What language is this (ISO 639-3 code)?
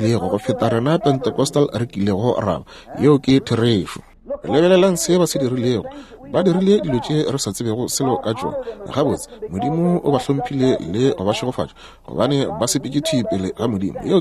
nso